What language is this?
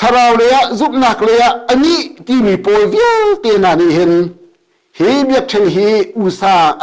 Hakha Chin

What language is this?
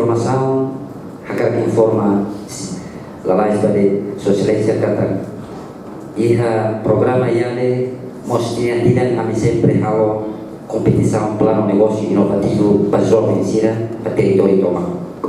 Tetum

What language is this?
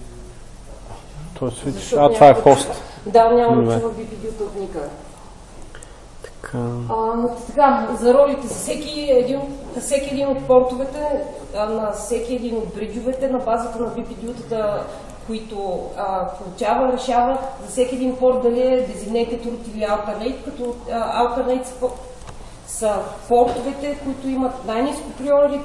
Bulgarian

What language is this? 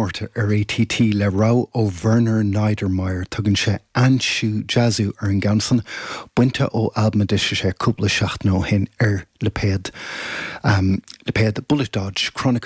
Irish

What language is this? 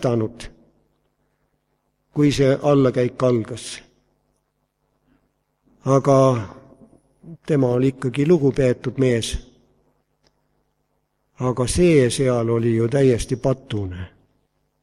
Estonian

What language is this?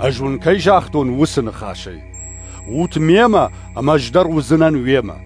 Ossetic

